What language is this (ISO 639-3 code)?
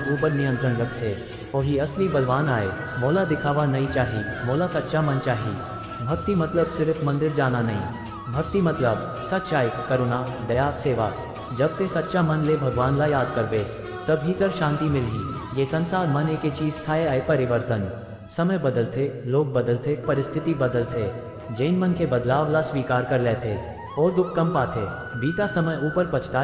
hne